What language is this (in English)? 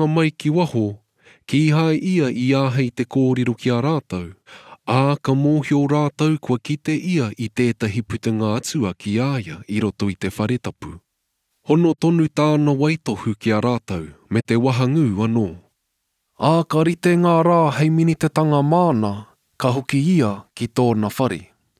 Māori